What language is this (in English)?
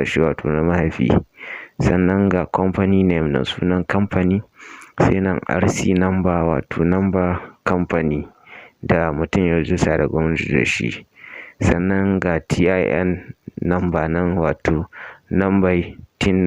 Hausa